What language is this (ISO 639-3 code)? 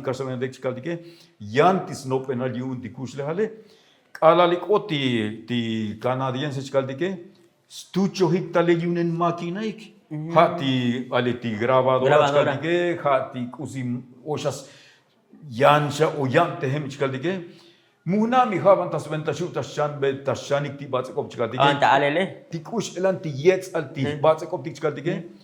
tzo